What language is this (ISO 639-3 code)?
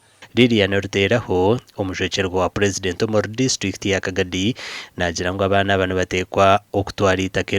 nyn